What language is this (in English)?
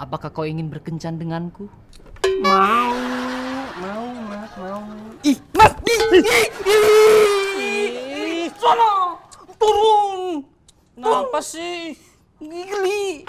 Betawi